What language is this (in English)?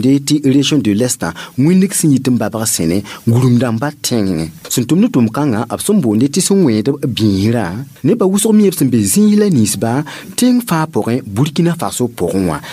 Mossi